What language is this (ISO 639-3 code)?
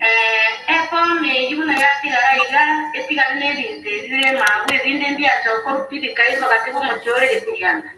guz